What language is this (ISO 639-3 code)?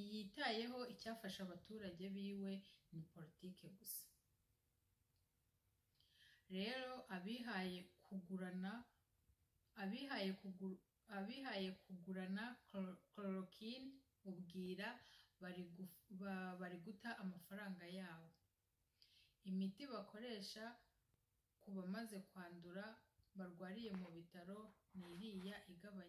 kin